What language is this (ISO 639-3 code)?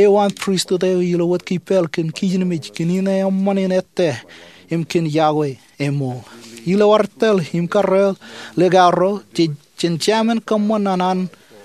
mah